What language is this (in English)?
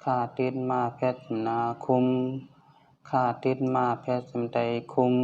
Shan